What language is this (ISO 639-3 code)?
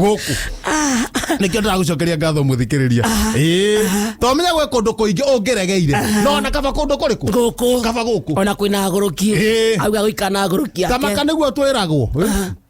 kik